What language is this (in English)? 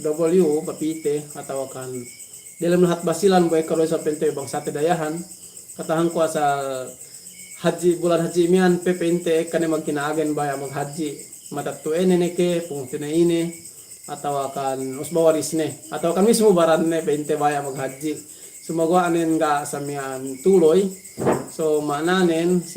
Yakan